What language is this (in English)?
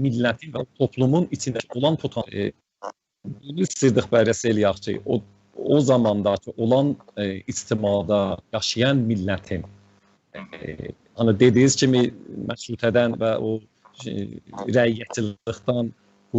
South Azerbaijani